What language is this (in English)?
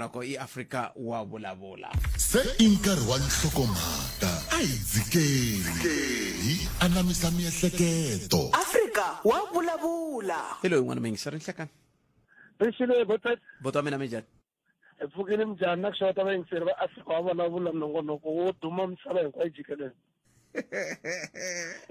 Tsonga